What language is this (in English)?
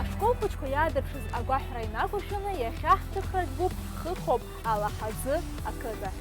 Abkhazian